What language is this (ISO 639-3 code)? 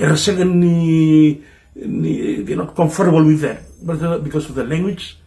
fij